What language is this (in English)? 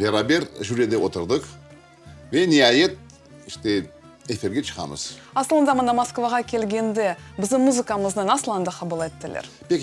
Crimean Tatar